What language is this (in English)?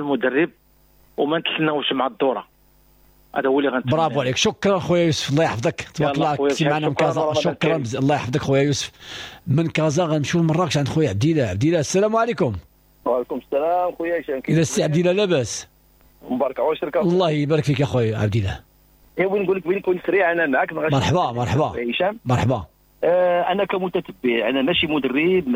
Moroccan Arabic